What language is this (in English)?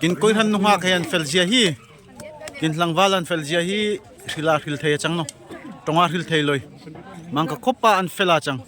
Darlong